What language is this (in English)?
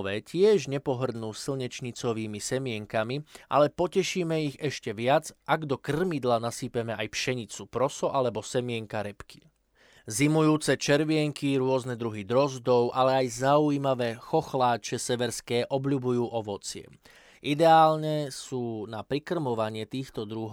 Slovak